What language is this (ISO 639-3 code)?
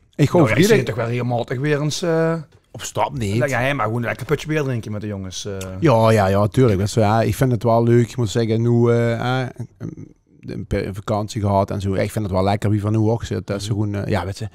lim